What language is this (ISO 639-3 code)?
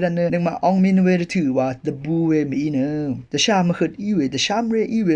raw